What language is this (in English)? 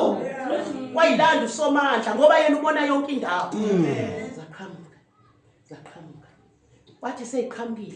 Zulu